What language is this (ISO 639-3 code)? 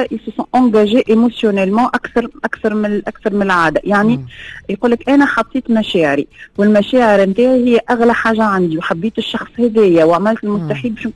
aeb